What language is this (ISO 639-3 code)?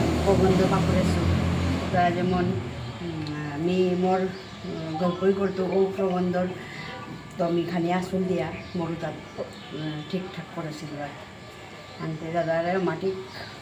bpy